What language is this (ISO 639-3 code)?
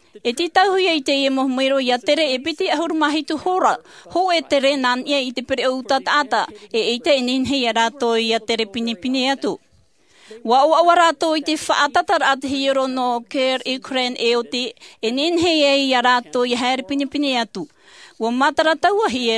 tah